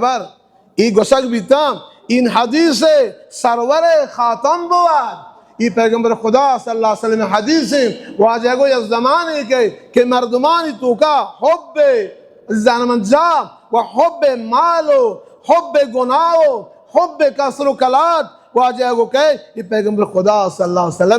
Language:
Baluchi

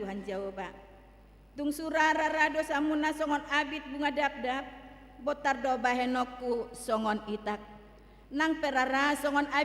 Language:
Batak Toba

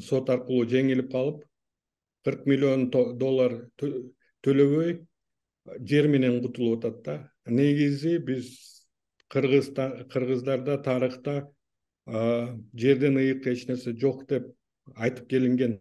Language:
Kyrgyz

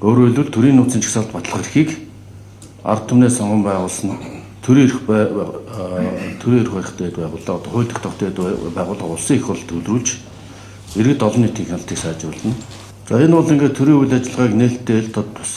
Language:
Mongolian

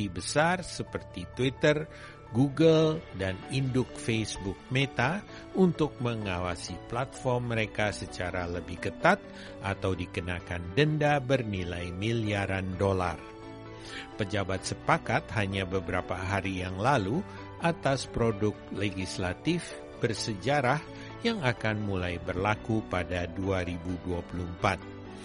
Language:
Indonesian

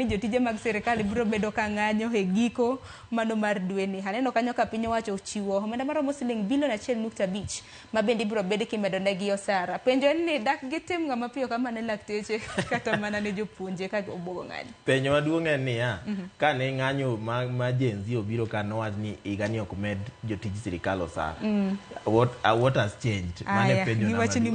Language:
Luo (Kenya and Tanzania)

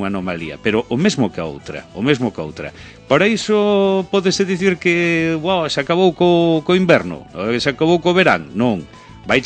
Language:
Galician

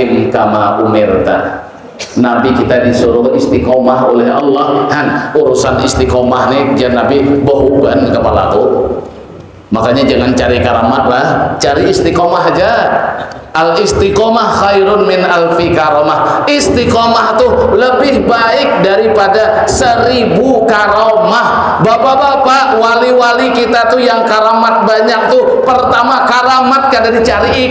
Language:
Banjar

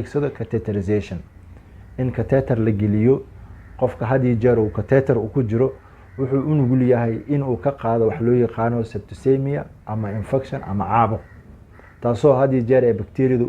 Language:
Somali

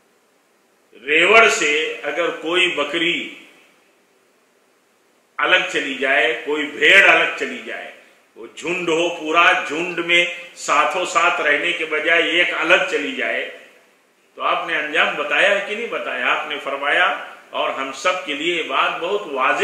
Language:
Urdu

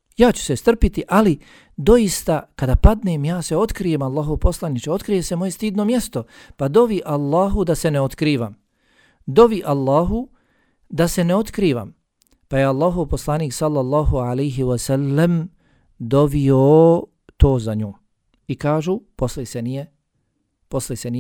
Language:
Bosnian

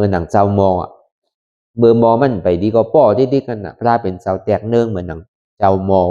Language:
Shan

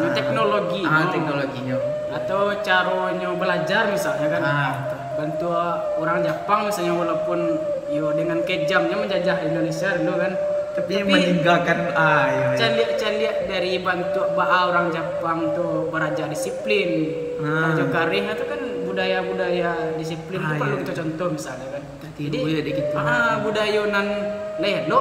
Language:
Minangkabau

